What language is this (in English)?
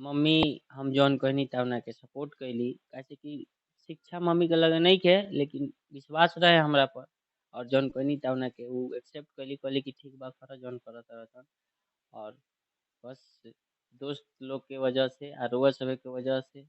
Bhojpuri